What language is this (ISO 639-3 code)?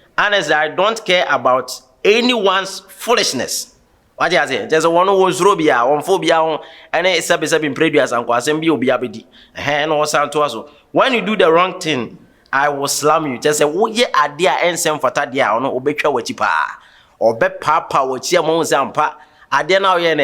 aka